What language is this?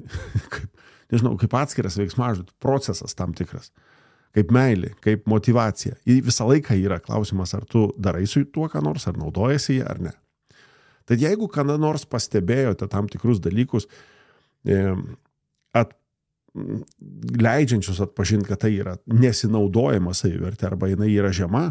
Lithuanian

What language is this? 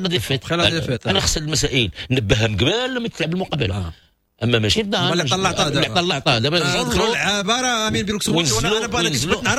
Moroccan Arabic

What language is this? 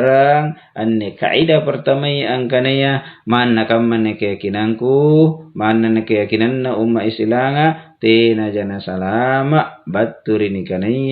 Makasar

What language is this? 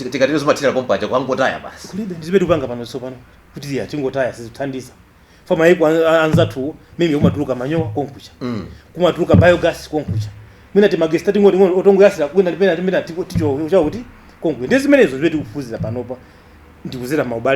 Nyanja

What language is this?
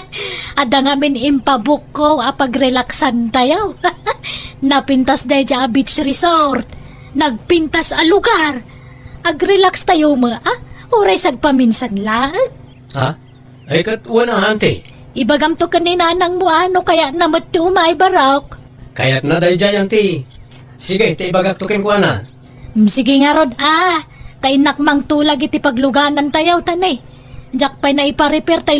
Iloko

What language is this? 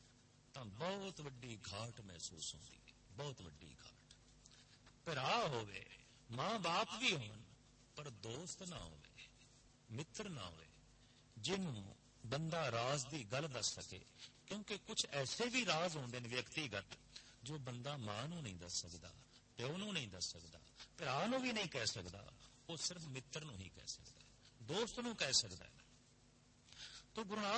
Punjabi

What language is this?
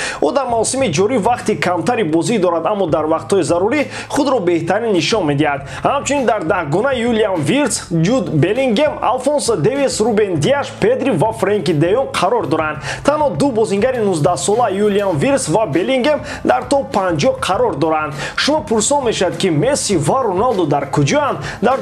Tajik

